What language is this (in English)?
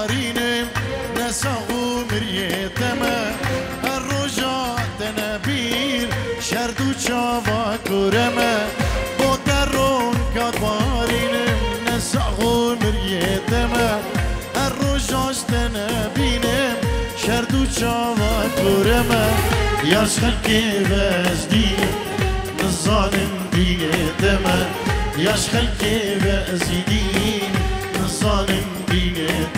Kurdish